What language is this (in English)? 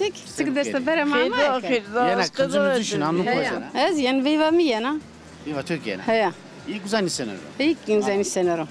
Zaza